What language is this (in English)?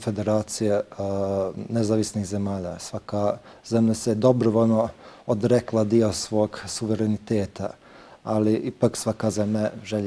Bosnian